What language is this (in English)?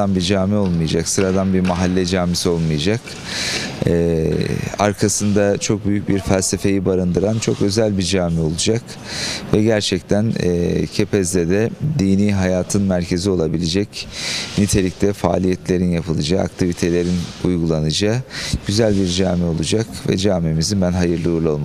Turkish